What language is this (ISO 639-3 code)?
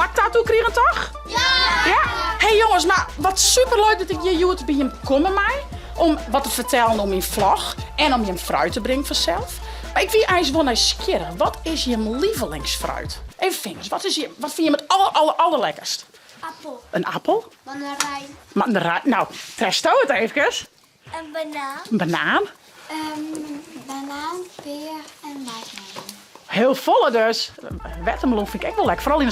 fry